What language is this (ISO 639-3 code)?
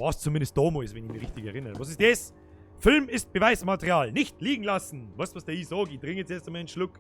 bar